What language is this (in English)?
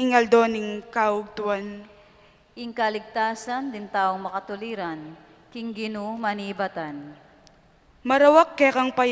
Pampanga